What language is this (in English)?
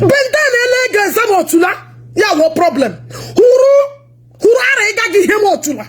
Igbo